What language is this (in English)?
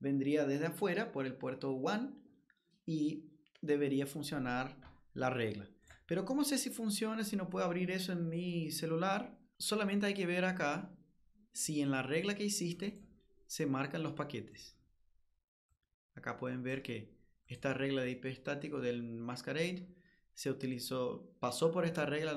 Spanish